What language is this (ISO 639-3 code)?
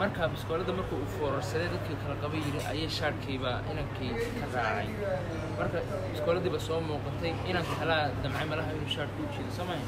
som